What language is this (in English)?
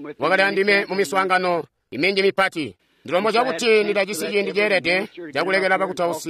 Tonga (Zambia)